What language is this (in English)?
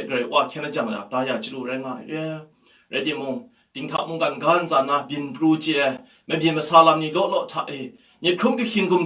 Kachin